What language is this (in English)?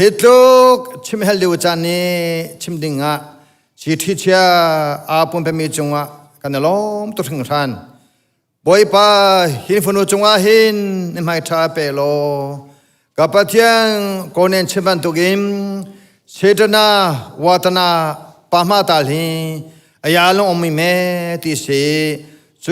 Hakha Chin